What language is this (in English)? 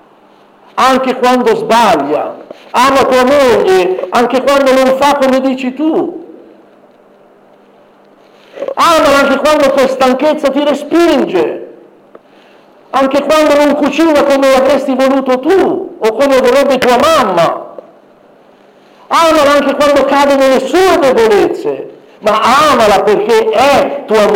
Italian